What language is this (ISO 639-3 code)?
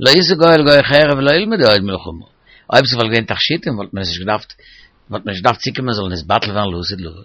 yid